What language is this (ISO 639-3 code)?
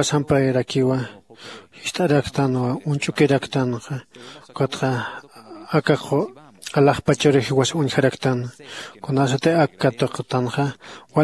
aym